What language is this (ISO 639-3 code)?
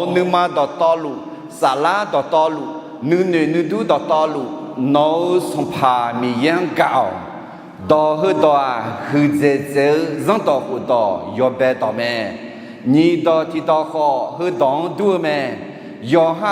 ahk